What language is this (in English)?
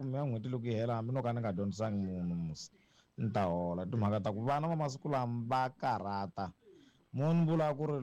Tsonga